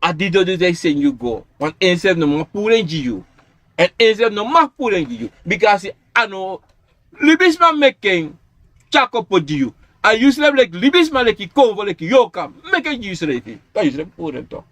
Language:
Sranan Tongo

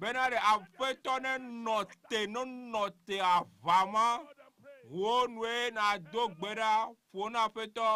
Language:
Ewe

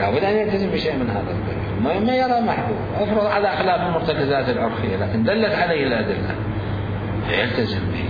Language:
Mesopotamian Arabic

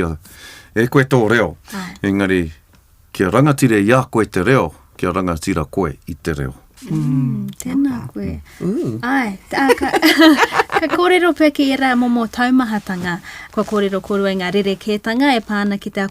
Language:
Māori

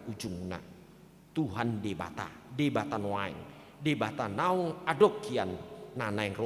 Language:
Batak Toba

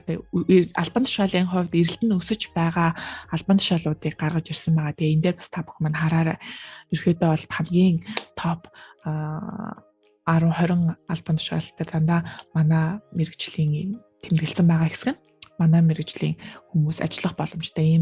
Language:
Mongolian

